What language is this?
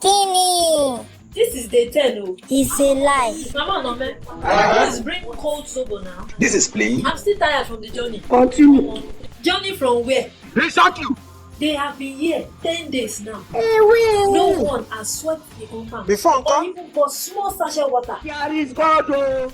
Nigerian Pidgin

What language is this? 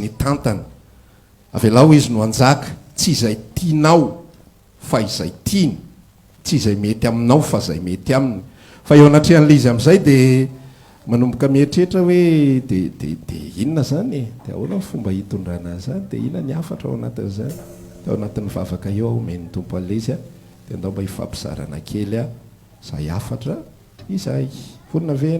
Malagasy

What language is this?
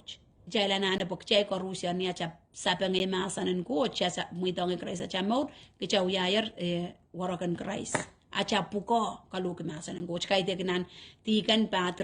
Pohnpeian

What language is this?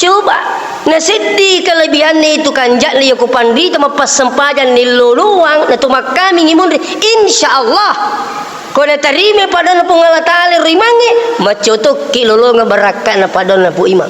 Buginese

